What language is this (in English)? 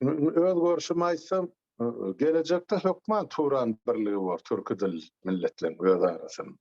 Turkmen